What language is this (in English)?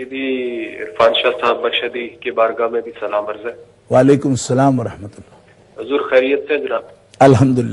Urdu